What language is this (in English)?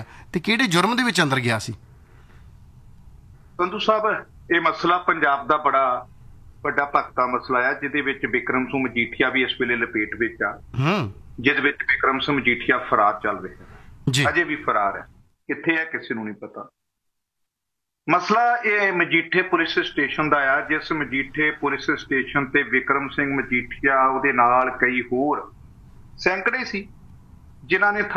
Punjabi